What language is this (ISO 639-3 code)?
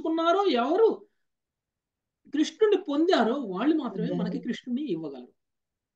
tel